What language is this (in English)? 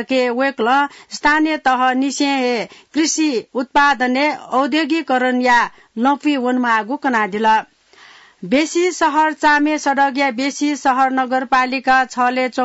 Newari